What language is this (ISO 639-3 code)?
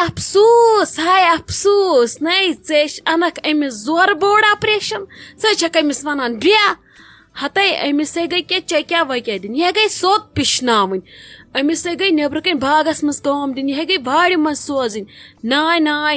kas